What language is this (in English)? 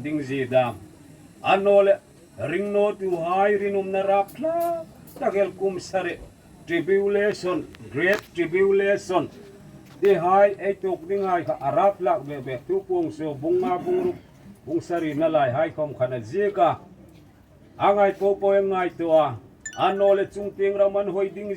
Hmar